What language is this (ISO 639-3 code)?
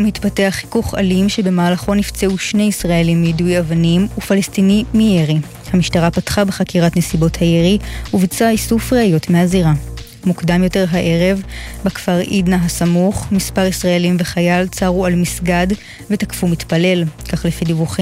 heb